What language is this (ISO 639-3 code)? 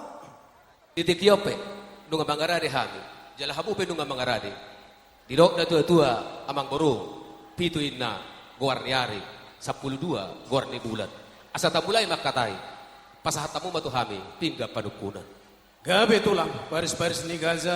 bbc